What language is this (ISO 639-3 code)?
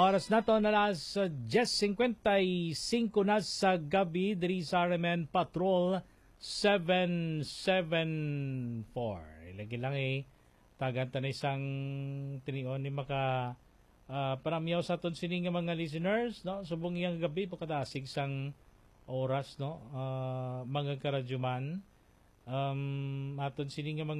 hil